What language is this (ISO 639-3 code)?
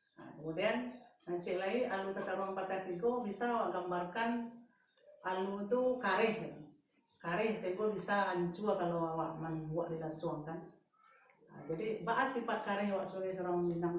min